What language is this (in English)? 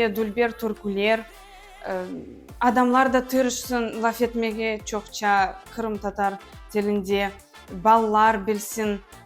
Crimean Tatar